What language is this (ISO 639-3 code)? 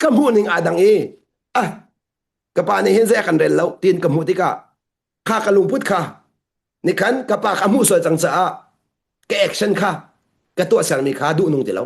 cnh